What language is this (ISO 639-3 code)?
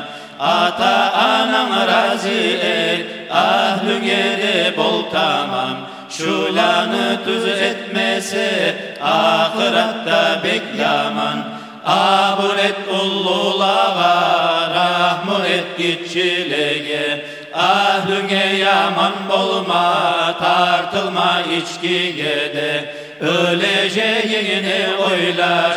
kum